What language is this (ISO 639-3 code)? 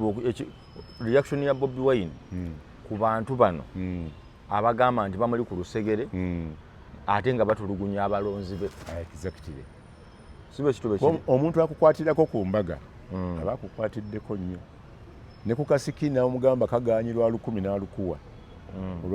lug